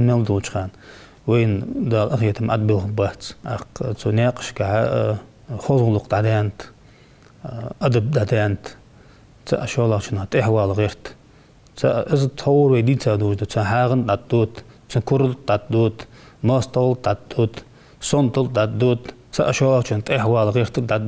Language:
Ingush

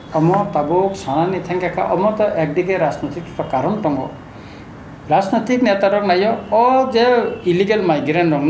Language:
Kok Borok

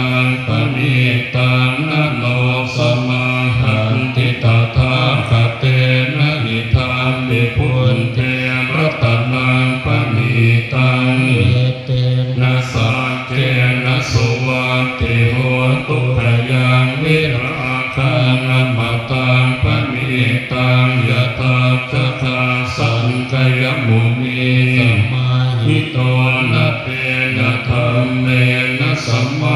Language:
Pali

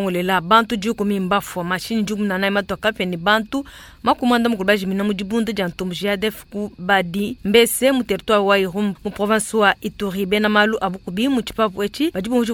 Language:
Luba-Lulua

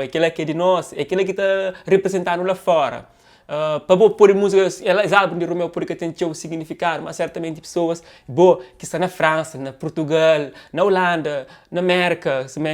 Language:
Kabuverdianu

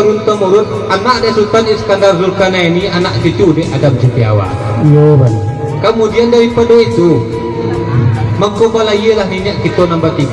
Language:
Minangkabau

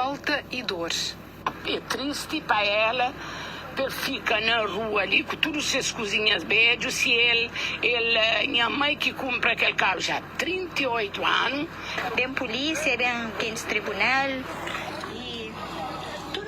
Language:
Kabuverdianu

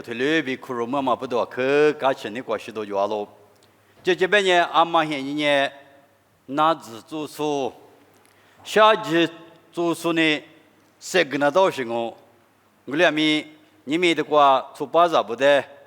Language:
Lisu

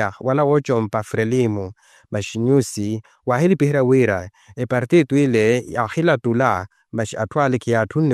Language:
Makhuwa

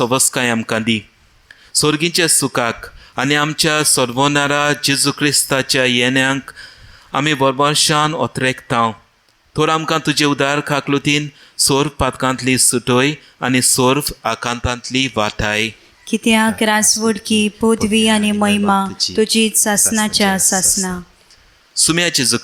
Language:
Konkani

